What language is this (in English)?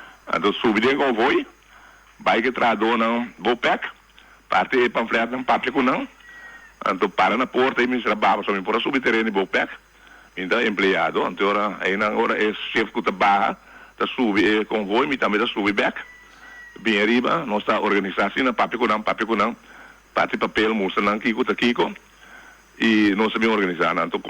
Papiamento